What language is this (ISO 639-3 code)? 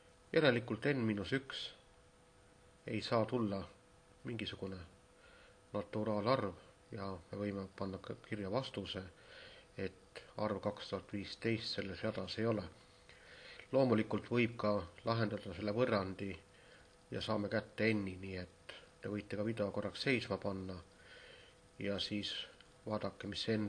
est